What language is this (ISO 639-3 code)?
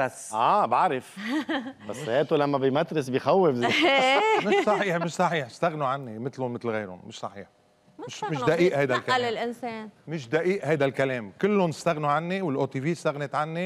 apc